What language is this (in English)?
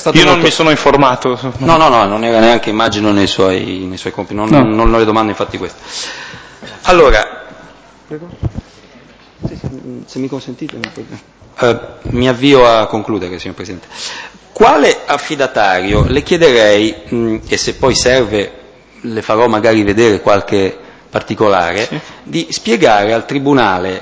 Italian